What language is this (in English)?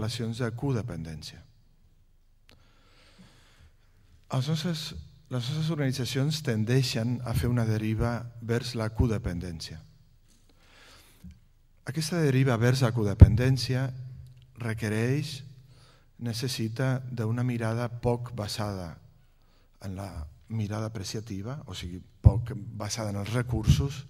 Catalan